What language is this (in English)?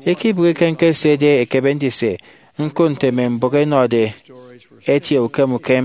Efik